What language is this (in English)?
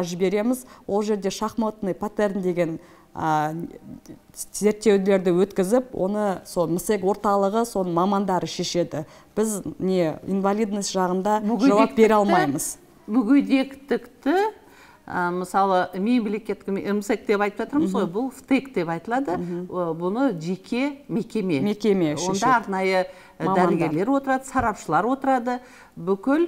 Kazakh